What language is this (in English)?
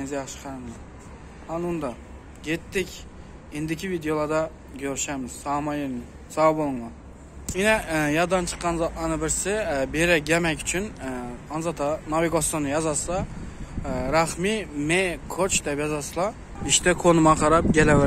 Turkmen